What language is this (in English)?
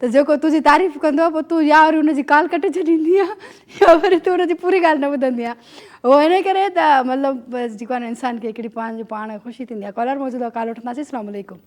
Sindhi